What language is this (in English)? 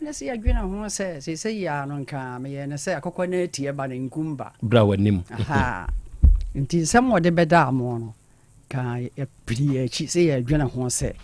Akan